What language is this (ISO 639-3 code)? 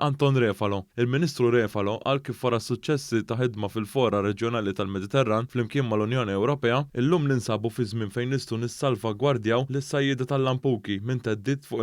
mlt